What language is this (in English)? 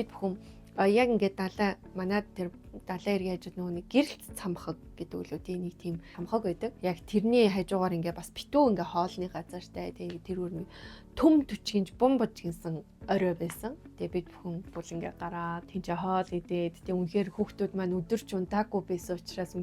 Mongolian